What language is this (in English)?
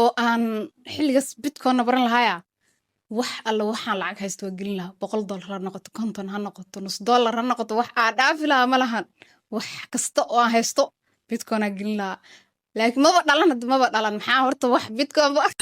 Somali